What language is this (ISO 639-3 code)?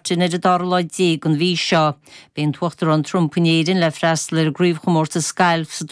gle